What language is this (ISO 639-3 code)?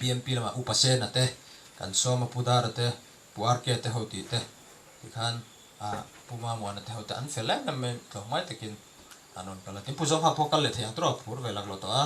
lus